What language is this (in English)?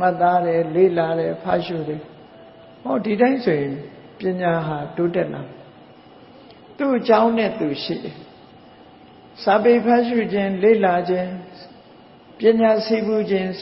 Burmese